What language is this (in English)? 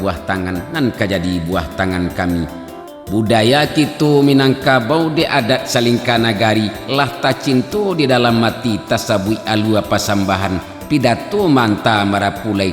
Minangkabau